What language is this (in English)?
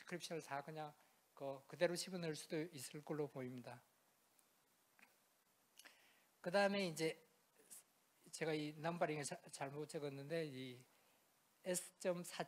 Korean